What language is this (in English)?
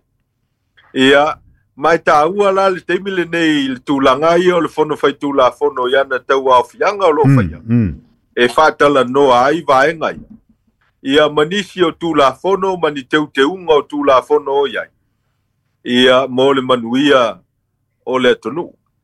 Samoan